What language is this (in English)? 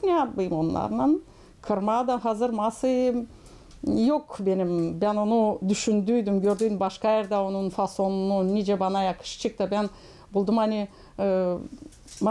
Gagauz